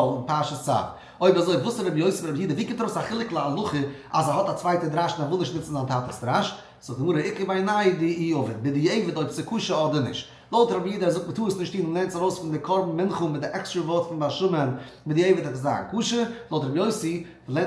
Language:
Yiddish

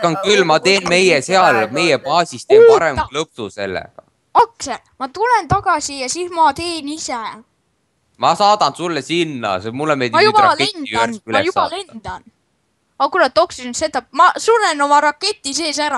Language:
Estonian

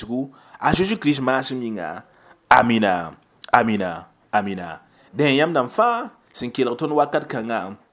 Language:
Mossi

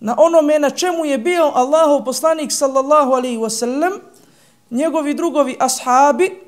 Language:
Bosnian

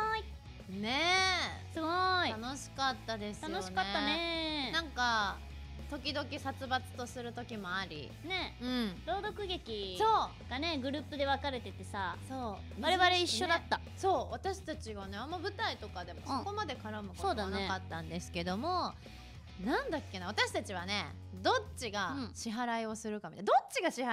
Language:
Japanese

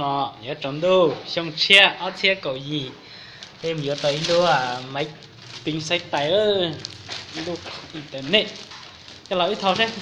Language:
Hmong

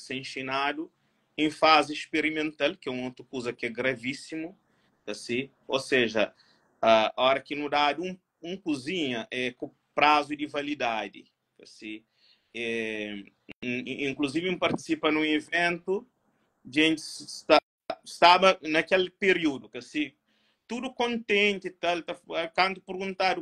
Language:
Kabuverdianu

